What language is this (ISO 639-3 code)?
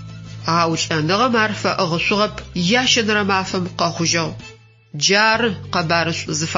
ady